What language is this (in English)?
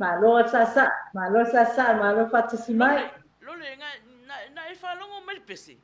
Samoan